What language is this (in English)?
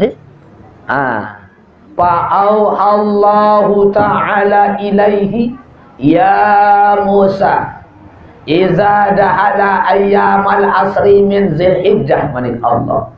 Sasak